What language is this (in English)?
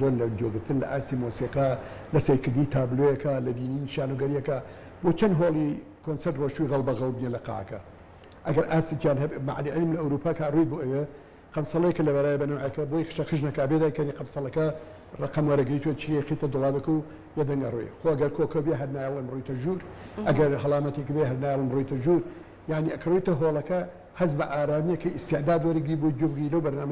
Central Kurdish